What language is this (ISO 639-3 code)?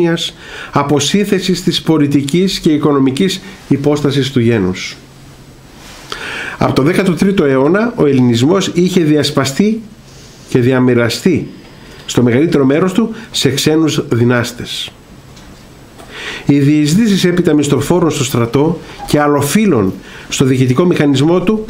ell